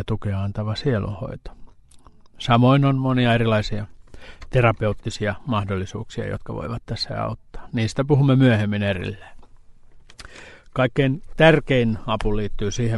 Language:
Finnish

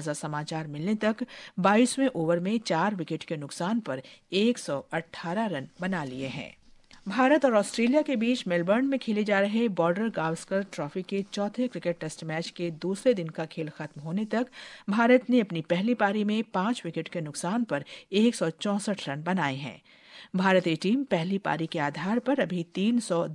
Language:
Hindi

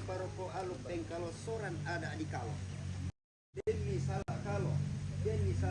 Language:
Toraja-Sa'dan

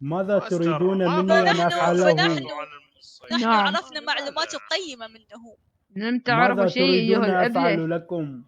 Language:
Mesopotamian Arabic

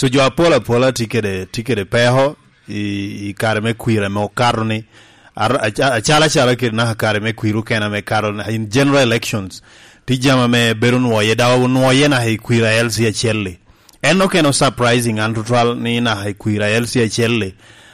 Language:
Lango (Uganda)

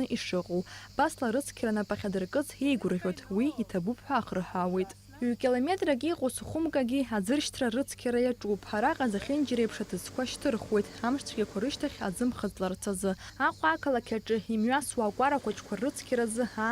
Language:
Abkhazian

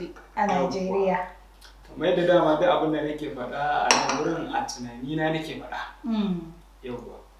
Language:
Hausa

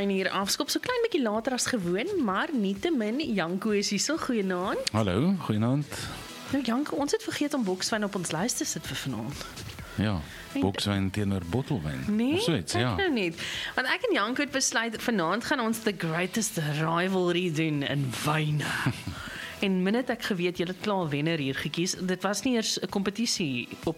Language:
Afrikaans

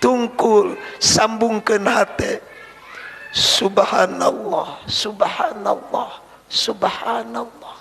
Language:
Sundanese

